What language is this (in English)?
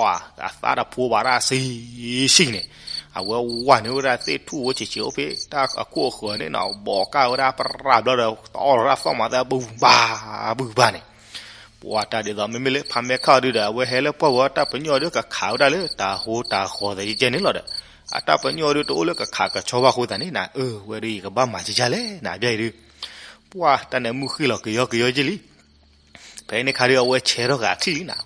S'gaw Karen